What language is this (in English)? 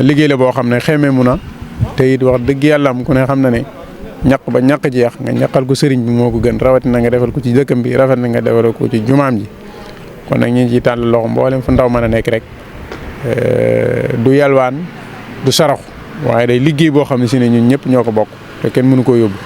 Wolof